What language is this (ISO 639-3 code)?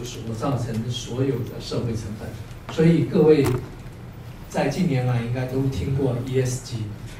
zho